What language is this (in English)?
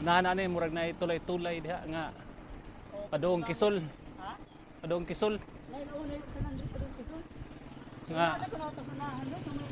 Cebuano